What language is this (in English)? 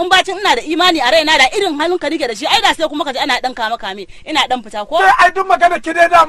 Hausa